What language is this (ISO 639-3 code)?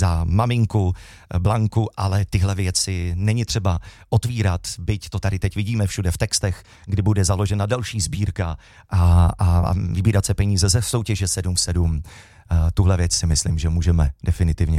ces